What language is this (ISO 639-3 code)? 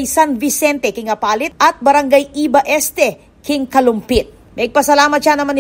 pam